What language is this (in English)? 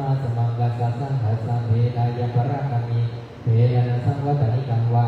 Pali